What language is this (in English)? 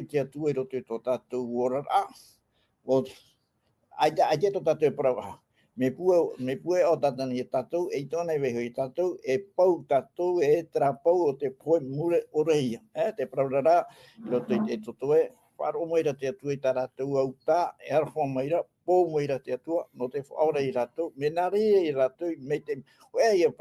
Tahitian